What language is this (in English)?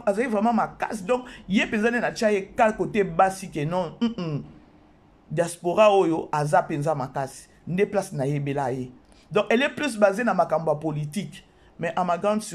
Lingala